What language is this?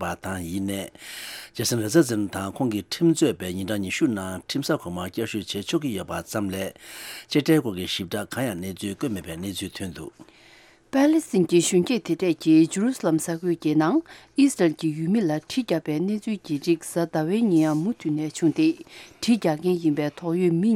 Tibetan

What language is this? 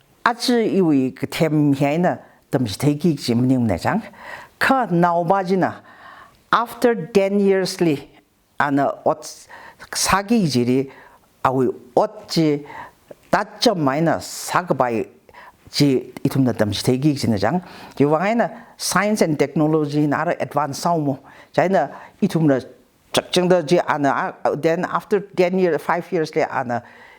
Tangkhul Naga (India)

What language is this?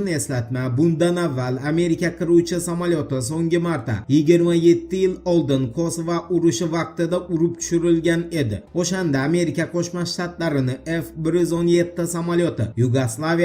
Uzbek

